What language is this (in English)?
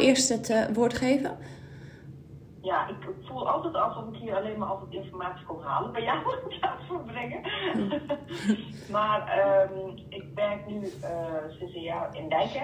Dutch